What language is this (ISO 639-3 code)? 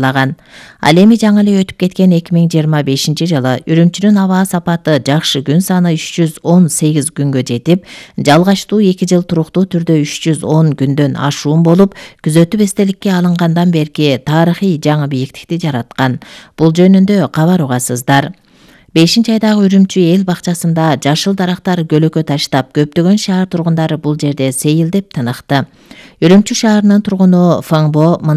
kir